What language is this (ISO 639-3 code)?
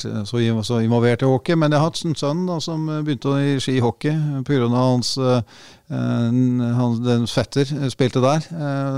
nor